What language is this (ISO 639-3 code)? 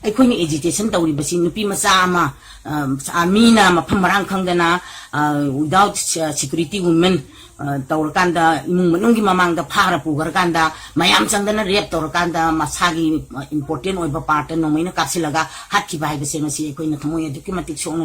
mni